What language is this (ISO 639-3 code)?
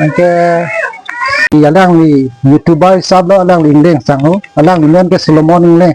mjw